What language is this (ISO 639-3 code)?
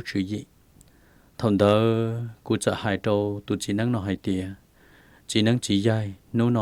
hmn